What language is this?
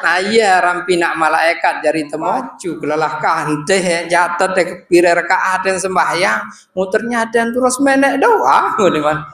Sasak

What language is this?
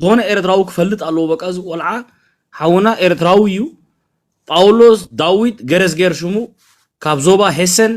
Tigrinya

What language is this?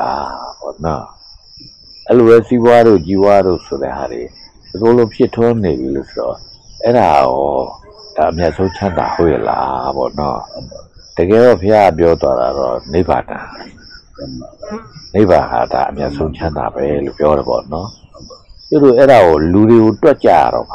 Burmese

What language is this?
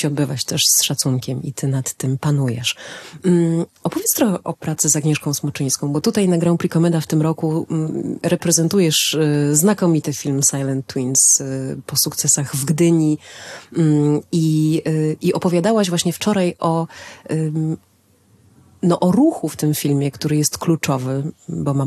Polish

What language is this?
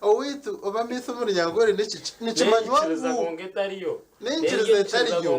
Nyankole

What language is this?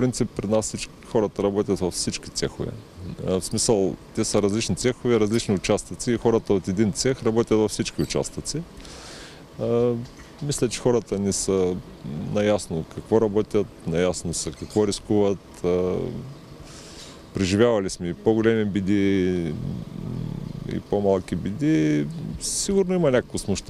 Bulgarian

